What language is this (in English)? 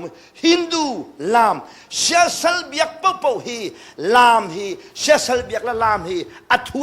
Hakha Chin